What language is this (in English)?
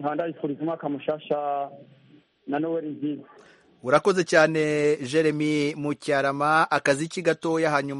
Kinyarwanda